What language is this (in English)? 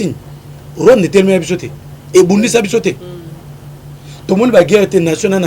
Lingala